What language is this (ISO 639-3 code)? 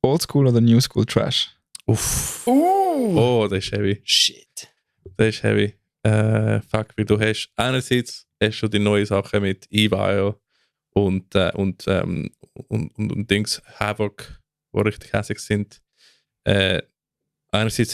gsw